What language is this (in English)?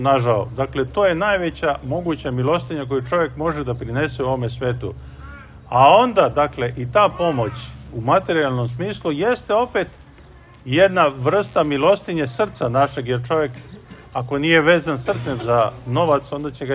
Serbian